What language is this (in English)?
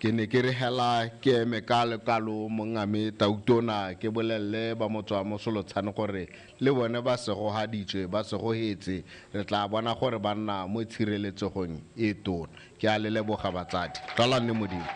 Tswana